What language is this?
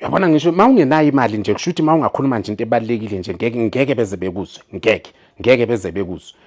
Zulu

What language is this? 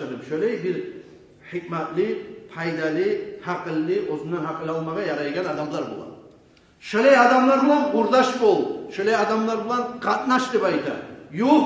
Kumyk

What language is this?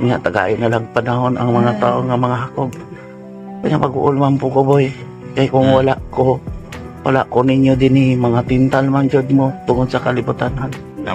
Cebuano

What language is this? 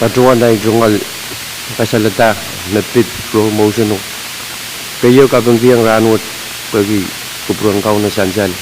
Pohnpeian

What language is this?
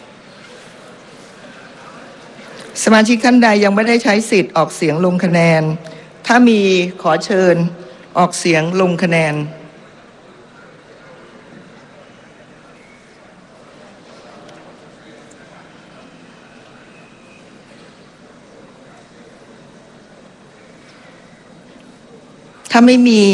Thai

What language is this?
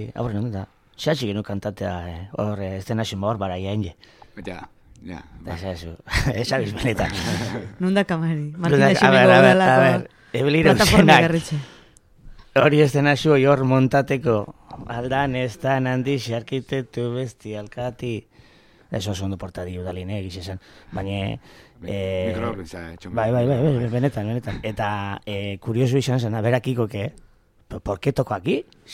Basque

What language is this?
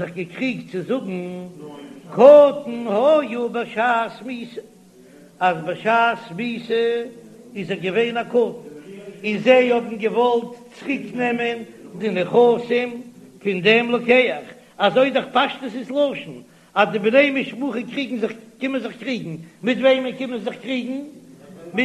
Yiddish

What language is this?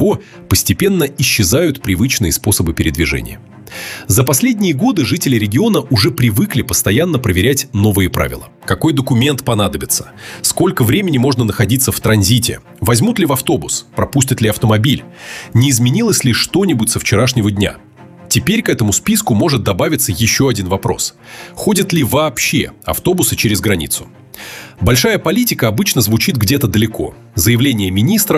Russian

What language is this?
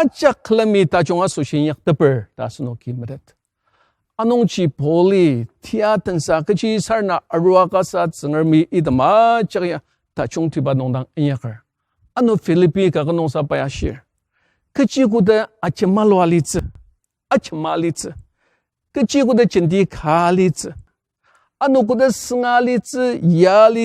Ao Naga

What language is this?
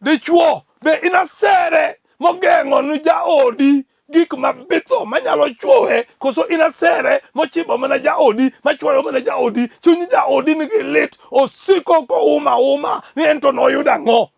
Luo (Kenya and Tanzania)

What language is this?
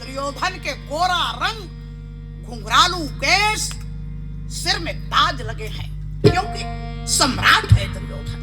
Chhattisgarhi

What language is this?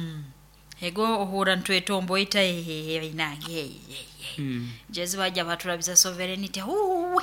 Nyoro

